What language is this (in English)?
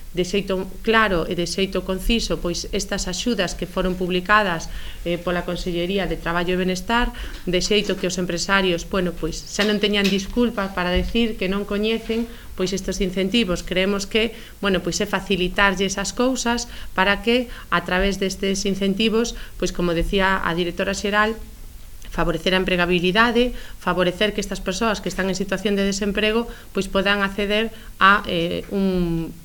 Galician